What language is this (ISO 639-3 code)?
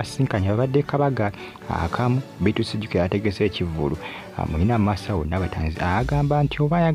lug